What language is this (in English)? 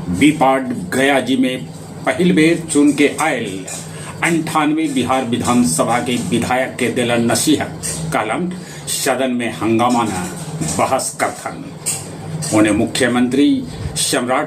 Magahi